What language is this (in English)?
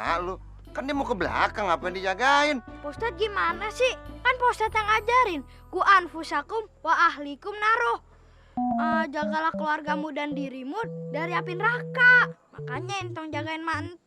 Betawi